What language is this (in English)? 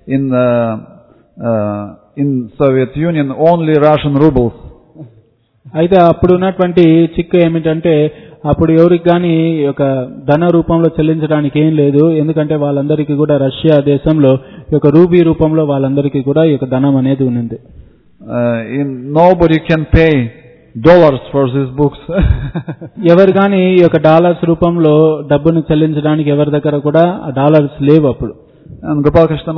Telugu